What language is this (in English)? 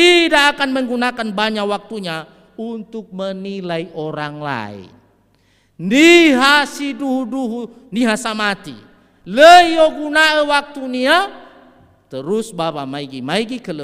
Nias